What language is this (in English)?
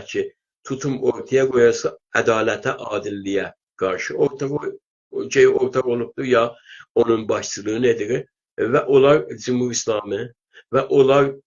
South Azerbaijani